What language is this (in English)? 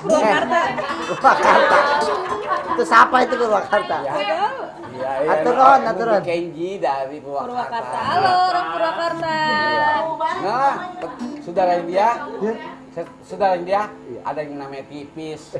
Betawi